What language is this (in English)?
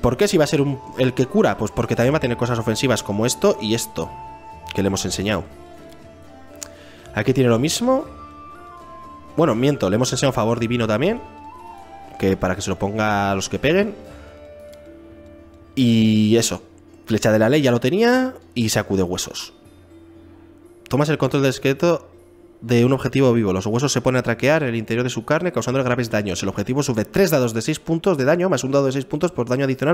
Spanish